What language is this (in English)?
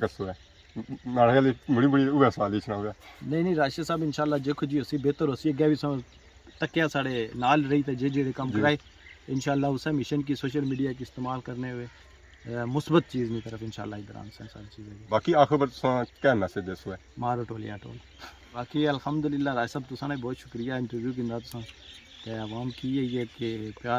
Pahari-Potwari